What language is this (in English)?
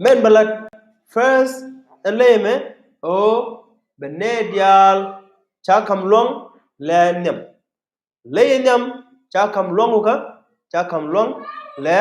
Nuer